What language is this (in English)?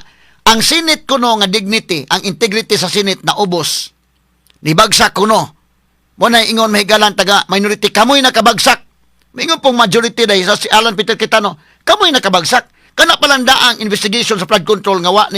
Cebuano